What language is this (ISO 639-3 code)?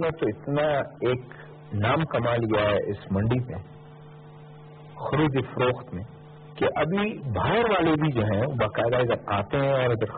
urd